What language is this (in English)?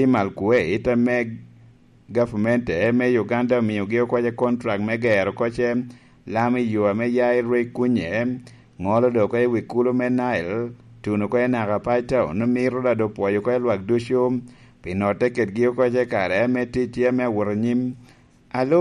Lango (Uganda)